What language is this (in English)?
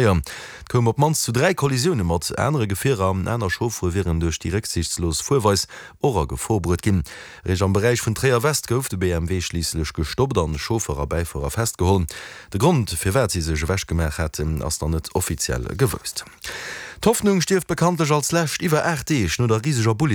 Luxembourgish